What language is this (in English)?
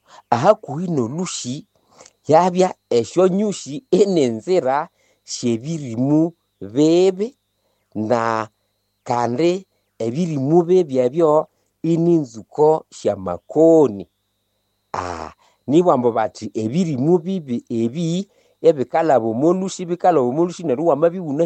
Nande